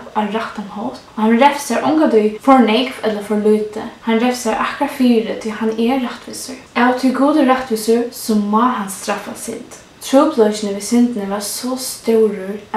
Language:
Faroese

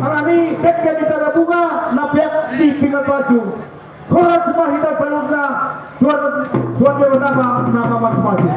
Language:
Batak Toba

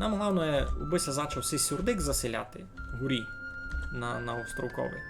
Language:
Rusyn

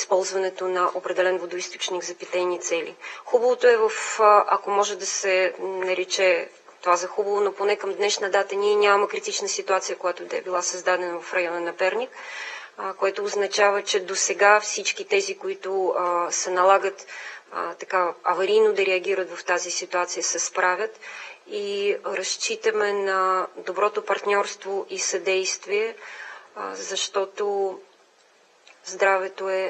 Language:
Bulgarian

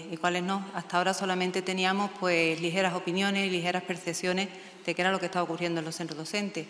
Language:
Spanish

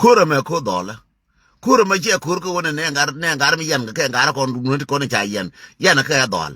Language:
Nuer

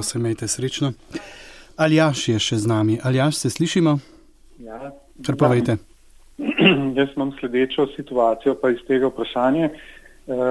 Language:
Slovenian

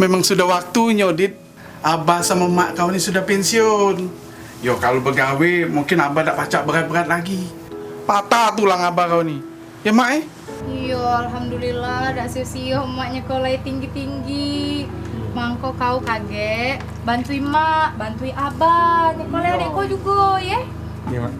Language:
Musi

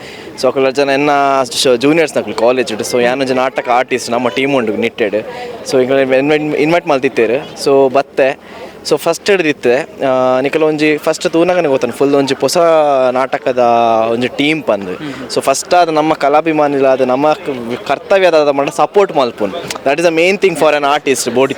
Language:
Tulu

